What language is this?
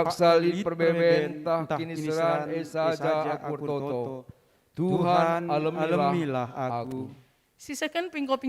Batak Karo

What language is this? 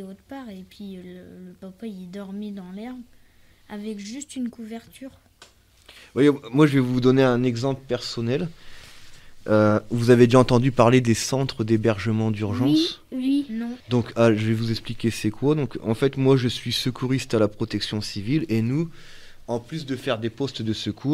French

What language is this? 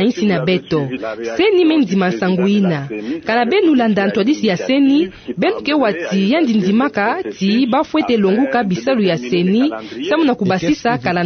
Kituba (Democratic Republic of Congo)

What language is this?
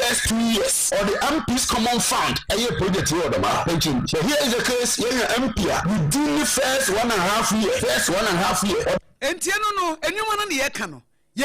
Akan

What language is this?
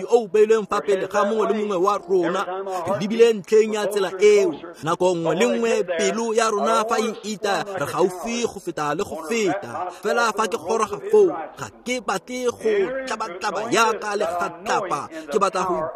Tswana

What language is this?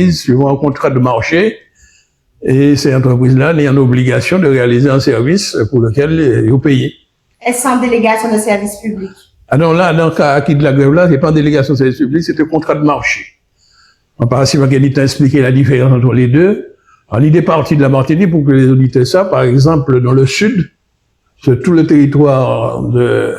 Guadeloupean Creole French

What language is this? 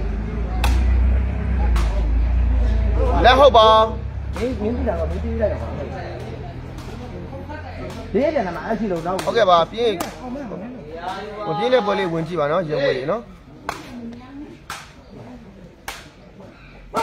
Burmese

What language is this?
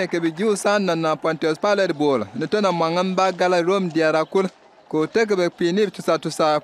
Bimoba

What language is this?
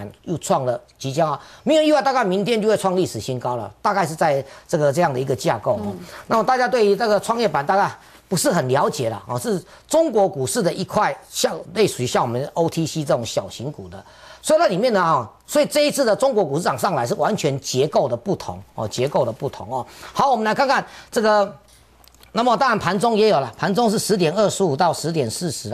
Chinese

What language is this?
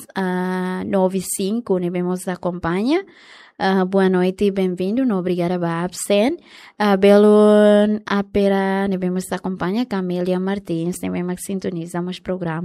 Tetum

